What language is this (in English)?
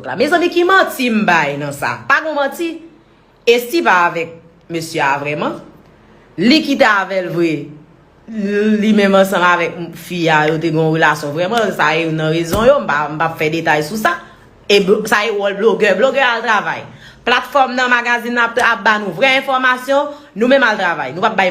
Haitian Creole